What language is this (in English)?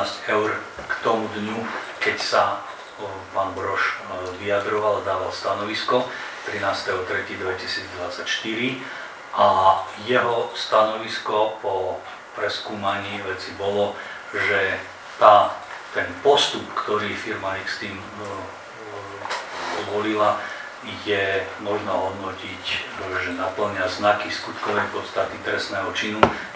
Slovak